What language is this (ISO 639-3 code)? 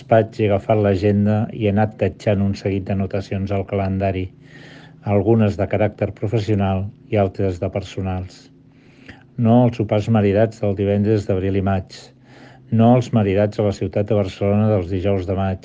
cat